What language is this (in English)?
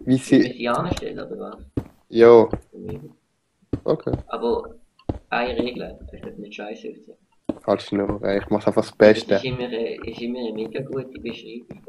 Swiss German